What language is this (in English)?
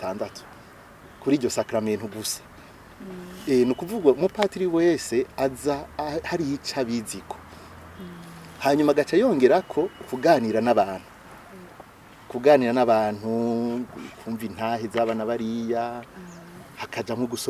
Rundi